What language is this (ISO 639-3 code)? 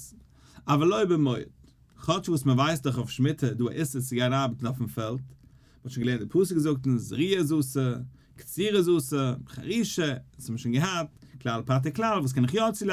yid